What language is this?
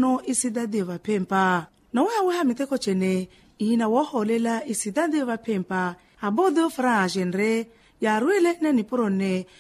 Makhuwa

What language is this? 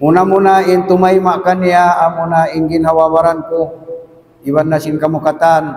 Tausug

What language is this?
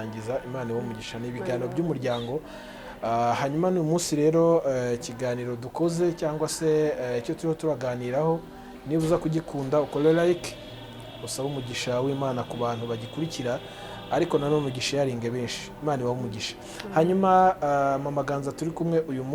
Kinyarwanda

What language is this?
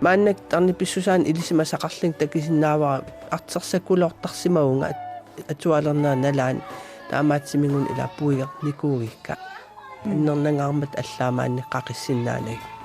Kalaallisut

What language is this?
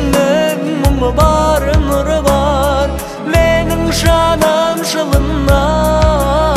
Kazakh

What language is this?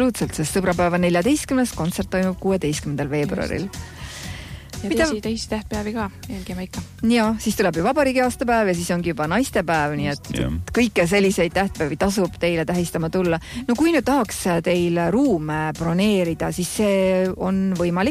Estonian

